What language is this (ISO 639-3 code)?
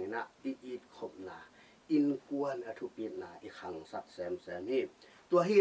ctd